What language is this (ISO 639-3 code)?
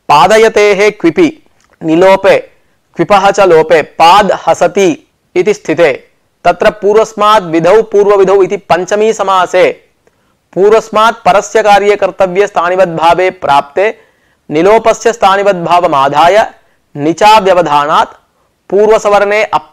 san